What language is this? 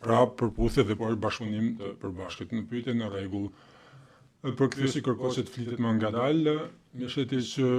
Albanian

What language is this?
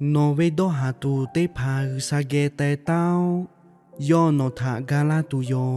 Lahu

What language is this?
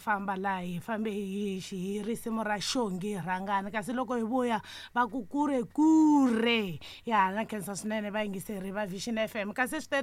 Tsonga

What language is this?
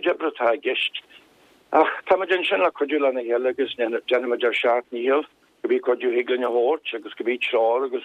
Irish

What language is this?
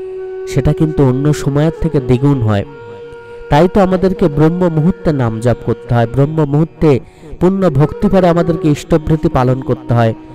Bangla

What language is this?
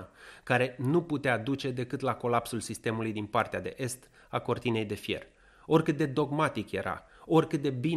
Romanian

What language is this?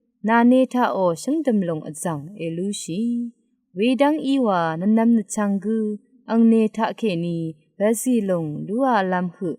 Rawang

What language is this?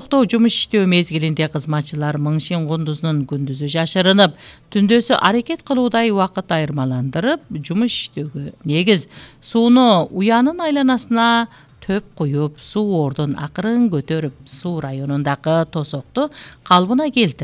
Kyrgyz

